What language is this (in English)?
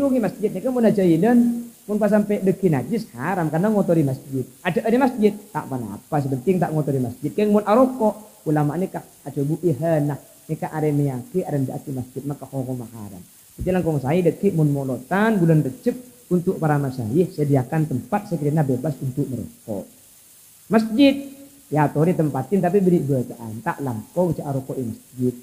Madurese